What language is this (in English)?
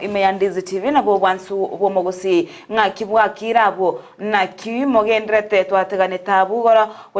Gusii